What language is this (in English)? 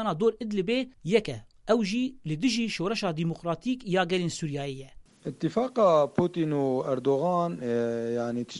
Kurdish